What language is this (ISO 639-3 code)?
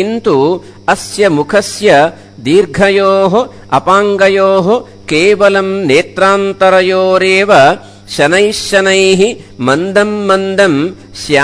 san